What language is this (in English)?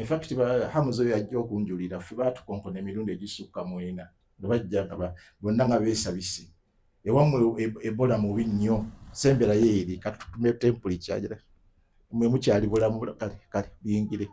Ganda